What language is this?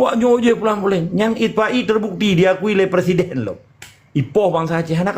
Achinese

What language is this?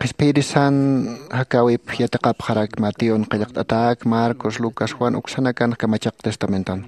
Aymara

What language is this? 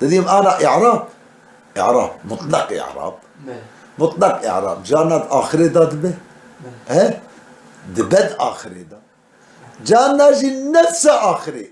Kurdish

